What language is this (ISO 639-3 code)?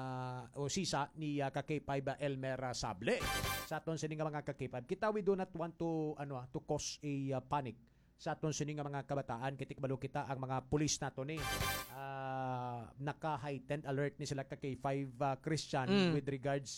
hil